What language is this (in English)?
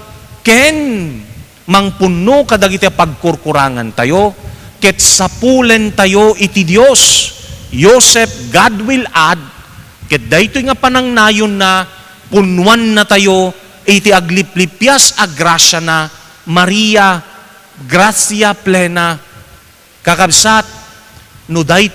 Iloko